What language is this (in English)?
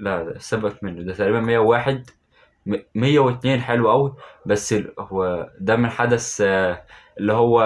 Egyptian Arabic